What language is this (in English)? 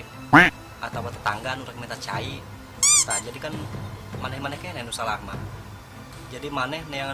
Sundanese